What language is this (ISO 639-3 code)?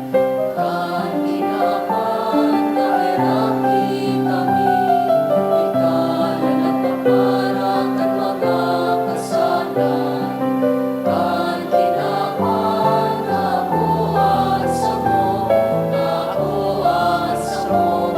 bik